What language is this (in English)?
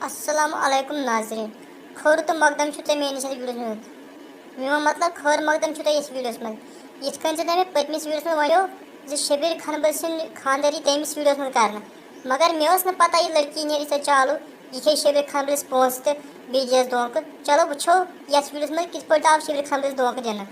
Kashmiri